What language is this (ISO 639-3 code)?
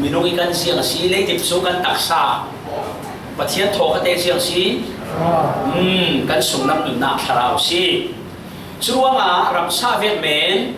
cfm